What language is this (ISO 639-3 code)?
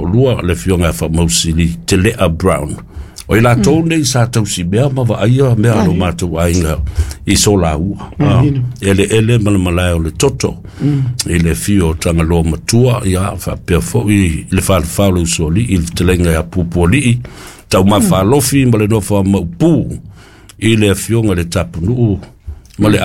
smo